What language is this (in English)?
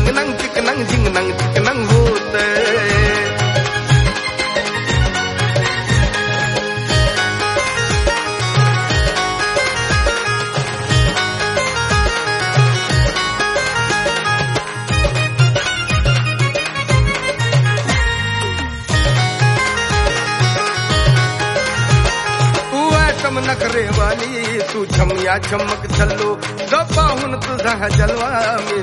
Marathi